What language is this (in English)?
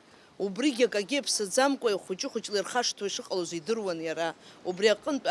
Abkhazian